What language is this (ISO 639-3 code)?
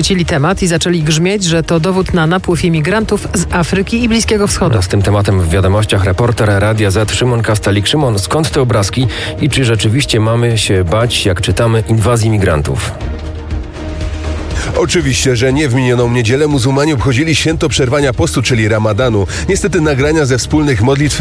pol